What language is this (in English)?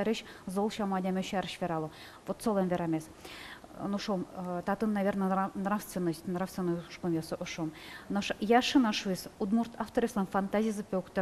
Udmurt